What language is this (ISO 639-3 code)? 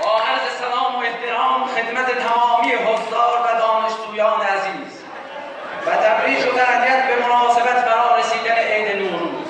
azb